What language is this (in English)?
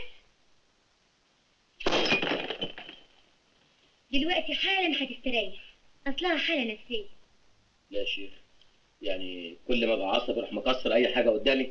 Egyptian Arabic